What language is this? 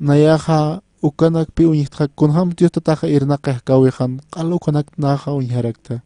Aymara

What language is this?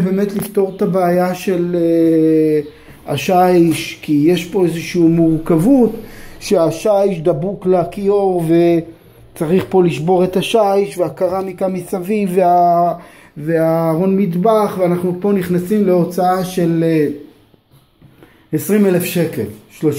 Hebrew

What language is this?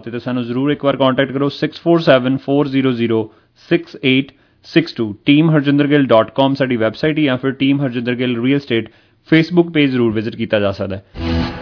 Punjabi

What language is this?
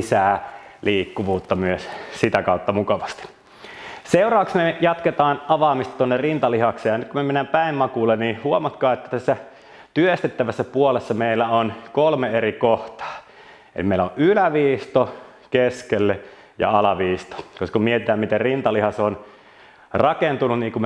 Finnish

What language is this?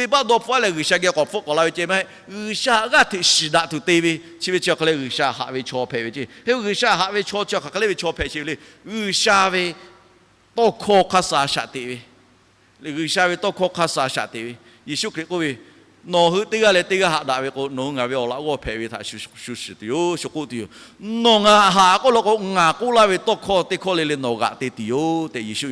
Lahu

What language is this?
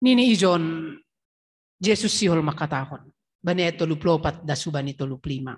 Batak Simalungun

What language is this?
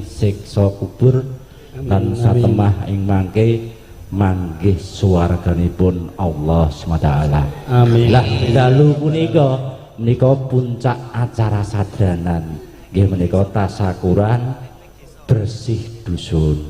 Javanese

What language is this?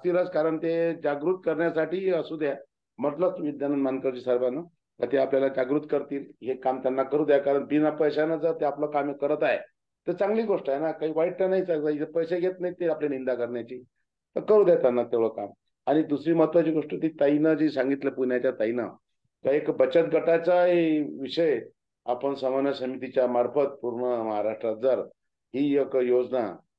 Marathi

